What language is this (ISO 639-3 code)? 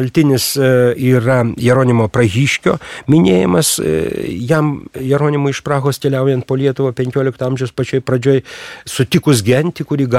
lit